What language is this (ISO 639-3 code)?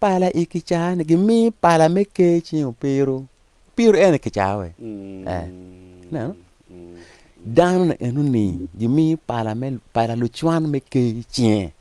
ach